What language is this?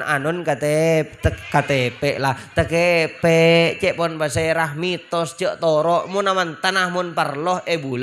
Madurese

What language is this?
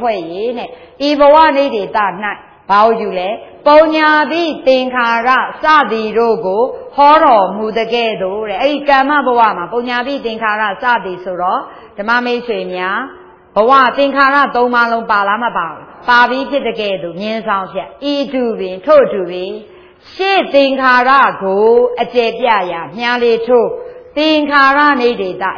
Burmese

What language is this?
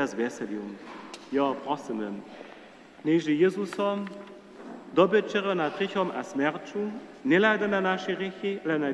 Upper Sorbian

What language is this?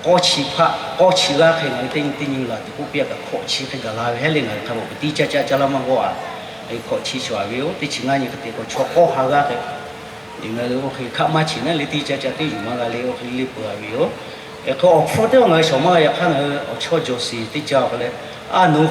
Lahu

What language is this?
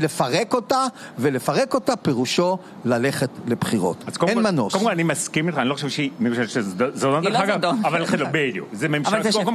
Hebrew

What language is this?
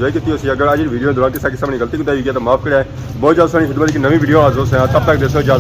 Pahari-Potwari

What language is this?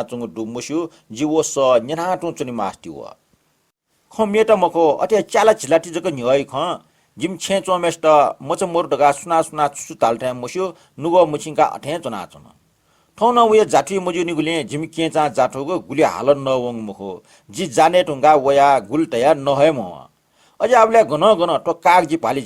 Newari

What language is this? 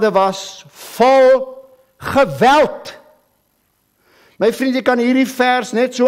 Afrikaans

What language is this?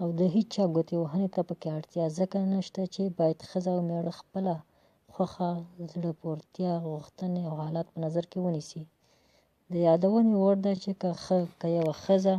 Pashto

